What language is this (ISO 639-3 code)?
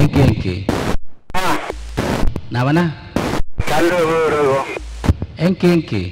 mad